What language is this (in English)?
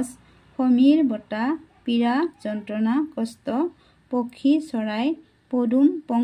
Assamese